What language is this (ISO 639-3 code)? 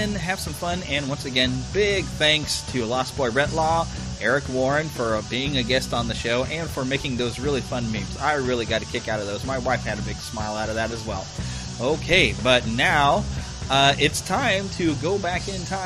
eng